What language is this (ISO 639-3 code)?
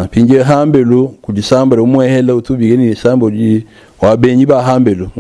lua